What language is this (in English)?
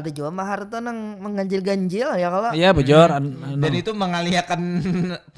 Banjar